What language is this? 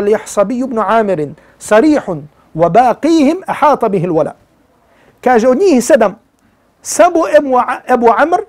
Bosnian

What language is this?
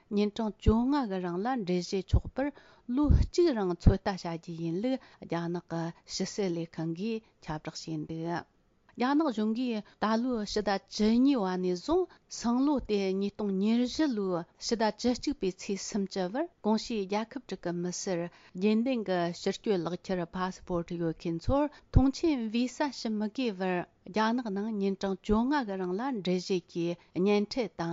Tibetan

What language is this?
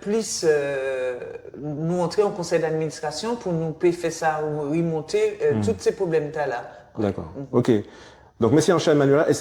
Guadeloupean Creole French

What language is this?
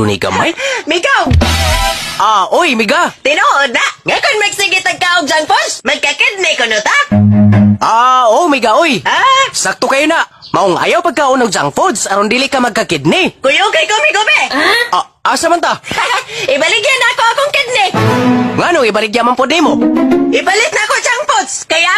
Cebuano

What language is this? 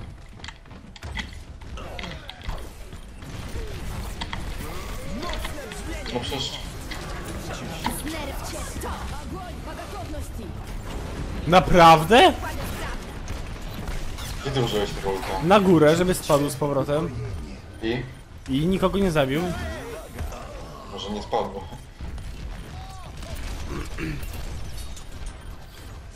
Polish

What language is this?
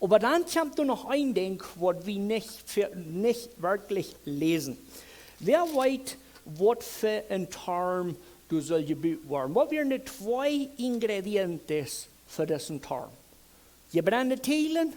Plautdietsch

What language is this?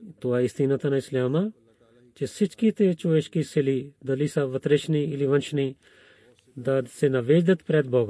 Bulgarian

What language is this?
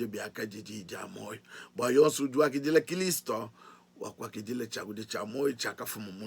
Luba-Lulua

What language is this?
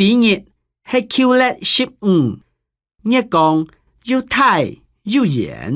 Hakka Chinese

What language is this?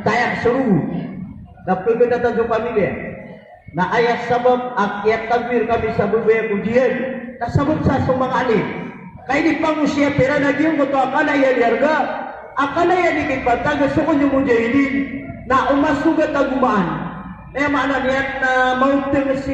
Maranao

